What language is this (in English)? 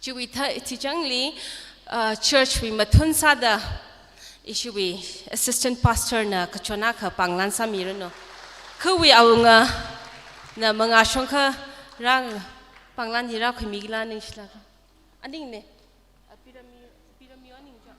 Tangkhul Naga (India)